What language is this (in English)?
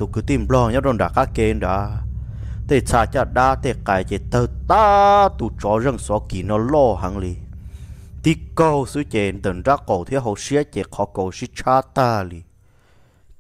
Vietnamese